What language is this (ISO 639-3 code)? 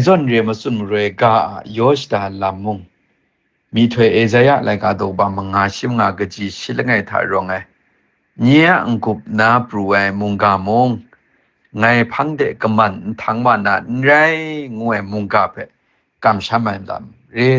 kac